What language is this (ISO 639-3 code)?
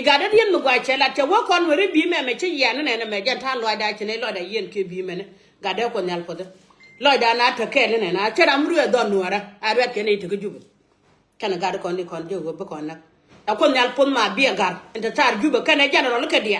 nus